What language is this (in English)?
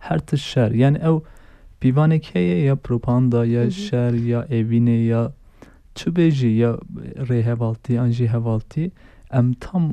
Kurdish